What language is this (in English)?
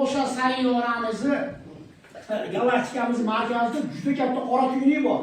Uzbek